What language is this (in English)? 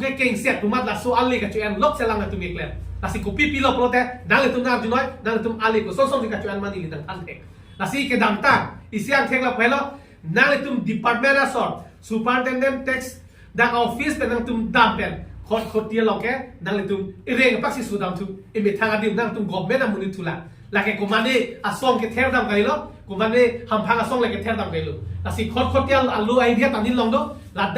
Karbi